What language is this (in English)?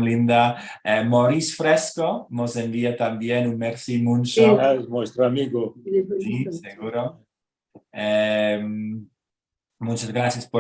Ladino